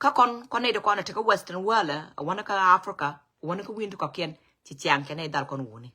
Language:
Nuer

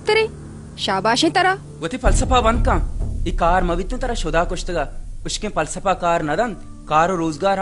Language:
Baluchi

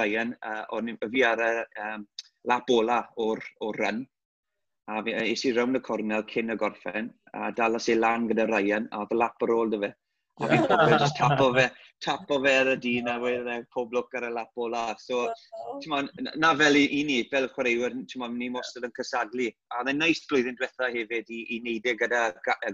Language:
Welsh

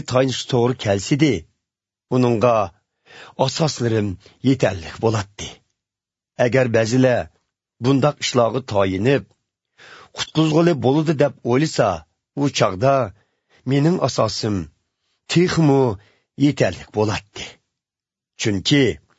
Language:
Uyghur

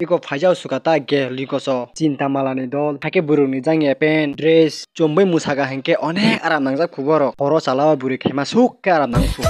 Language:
Kok Borok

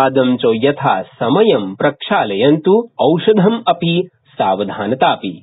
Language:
Sanskrit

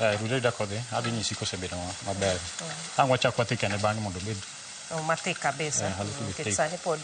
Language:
Luo (Kenya and Tanzania)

